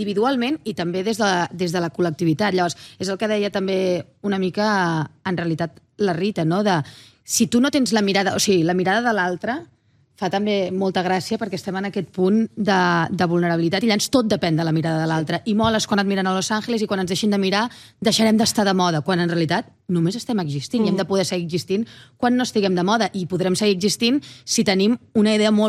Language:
Catalan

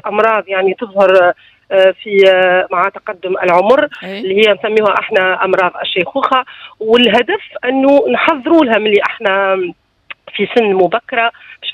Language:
Tunisian Arabic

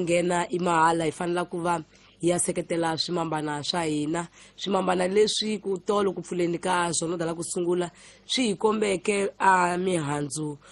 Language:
Tsonga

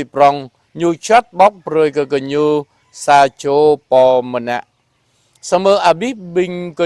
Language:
Jarai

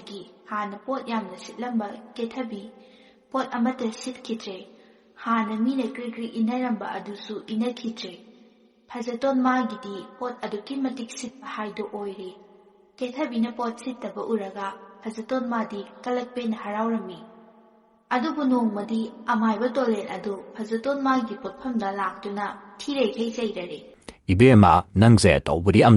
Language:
Manipuri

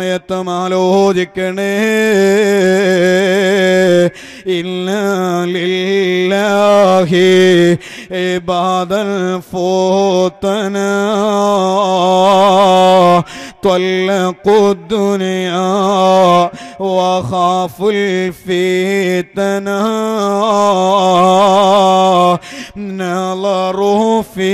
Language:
Malayalam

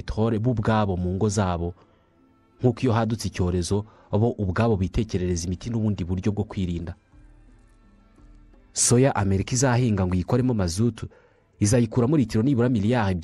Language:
Kinyarwanda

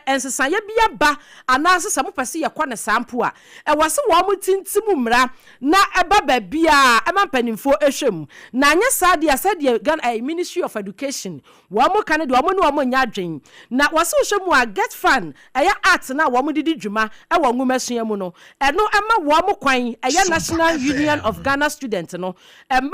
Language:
Akan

